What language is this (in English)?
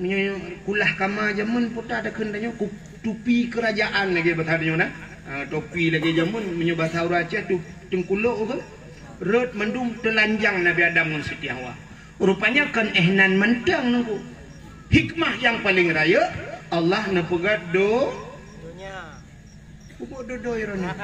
Achinese